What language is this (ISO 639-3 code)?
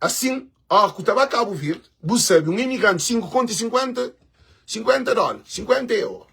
kea